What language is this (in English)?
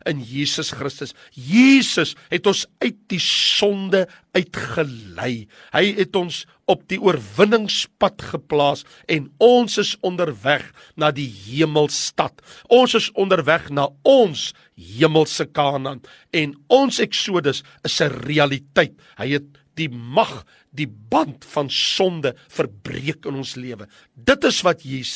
Afrikaans